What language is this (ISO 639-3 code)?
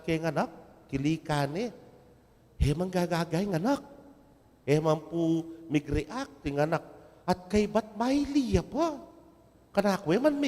pam